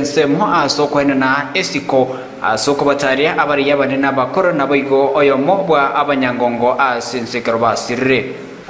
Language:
Gusii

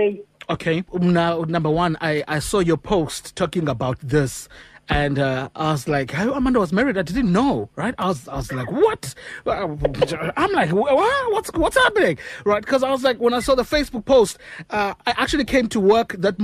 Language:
Xhosa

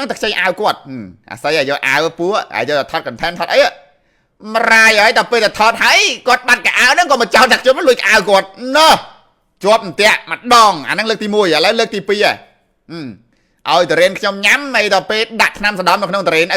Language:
Khmer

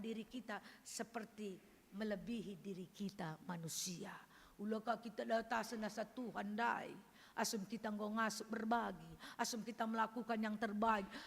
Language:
Batak Karo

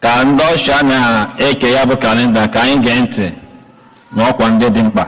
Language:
Igbo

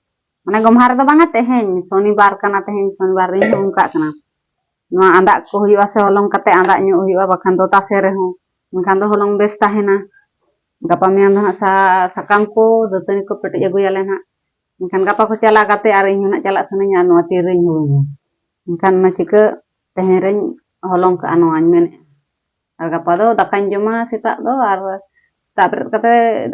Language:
Santali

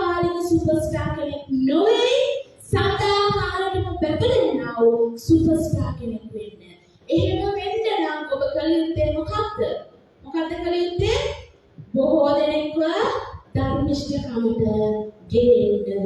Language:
Sinhala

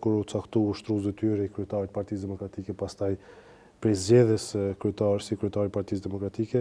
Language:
Albanian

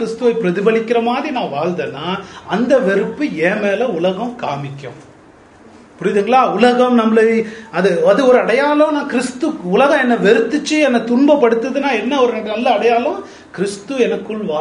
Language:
Tamil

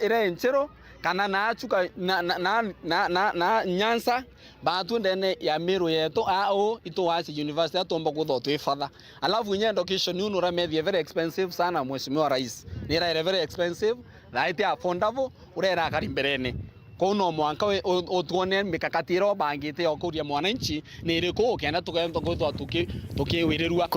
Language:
Meru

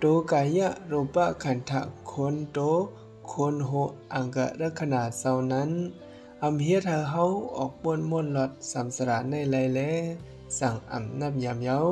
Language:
Shan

